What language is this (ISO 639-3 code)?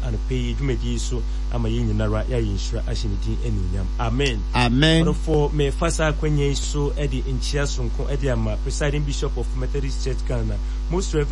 aka